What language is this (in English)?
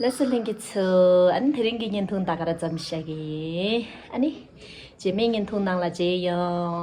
Tibetan